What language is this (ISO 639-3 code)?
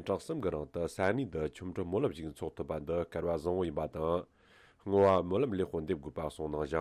bod